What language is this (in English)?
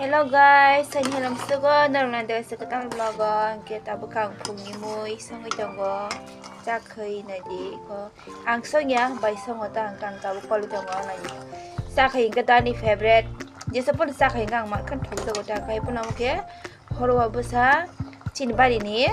Kok Borok